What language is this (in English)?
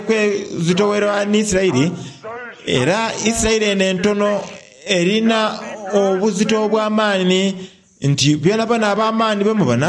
Soga